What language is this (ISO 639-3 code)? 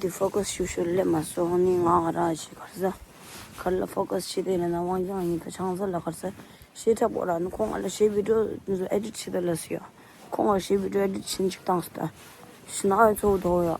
bod